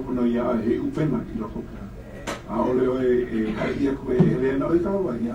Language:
Hawaiian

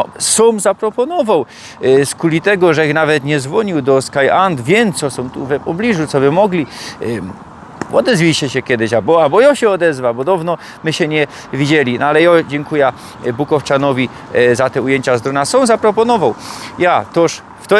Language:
Silesian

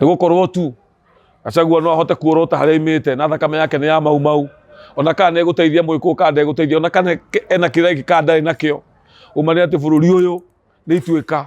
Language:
Kikuyu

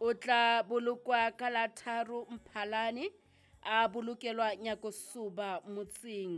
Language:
Southern Sotho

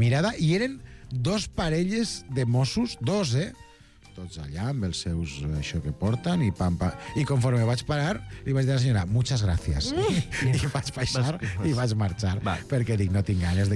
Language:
Catalan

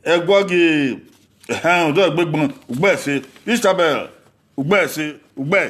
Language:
Bini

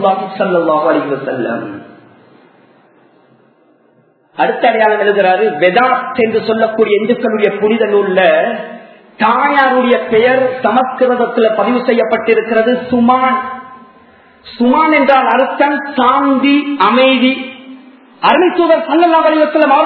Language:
Tamil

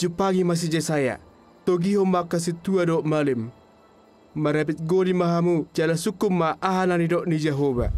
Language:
Batak Toba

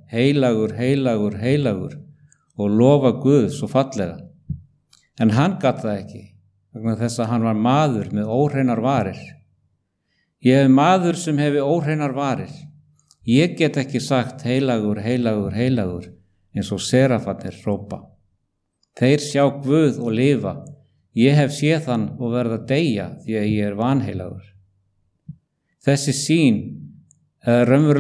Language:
Icelandic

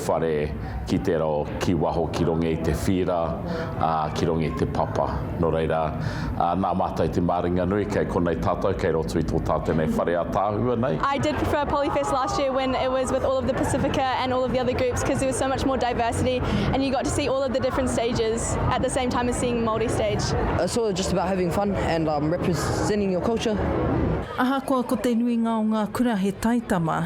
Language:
Māori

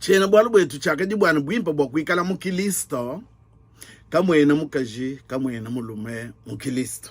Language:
Luba-Lulua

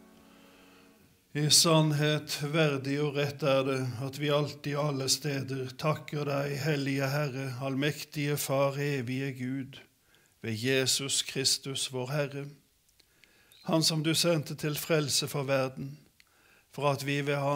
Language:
Norwegian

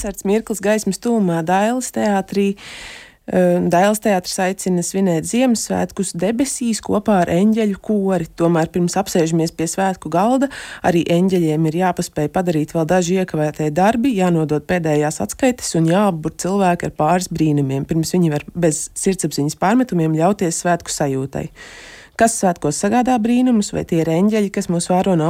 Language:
Latvian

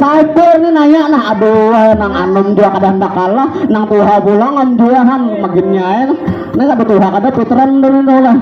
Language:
Banjar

